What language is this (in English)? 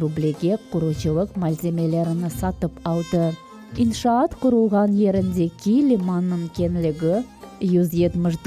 Crimean Tatar